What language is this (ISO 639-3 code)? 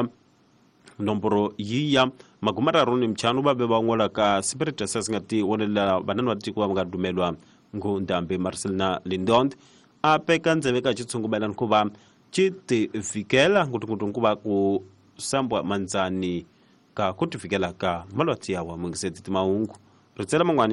tso